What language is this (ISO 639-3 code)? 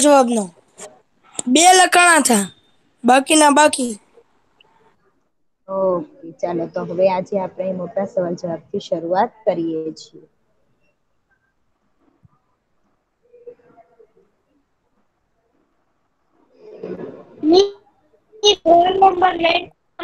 guj